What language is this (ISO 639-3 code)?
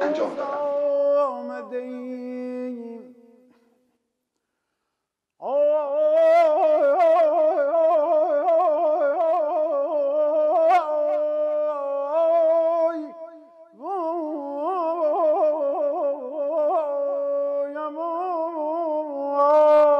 fas